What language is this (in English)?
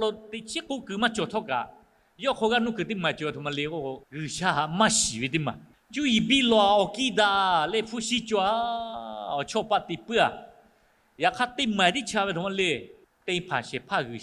Lahu